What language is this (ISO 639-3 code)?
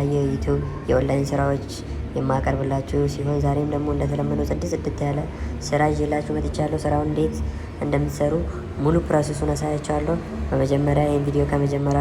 amh